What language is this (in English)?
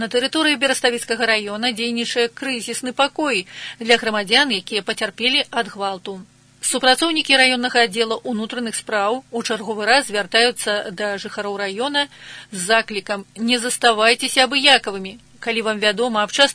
Belarusian